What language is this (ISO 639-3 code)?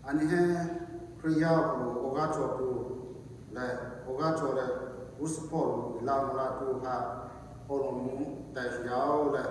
lhu